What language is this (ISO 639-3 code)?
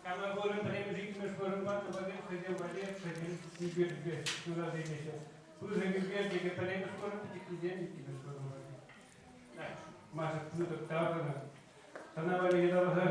chv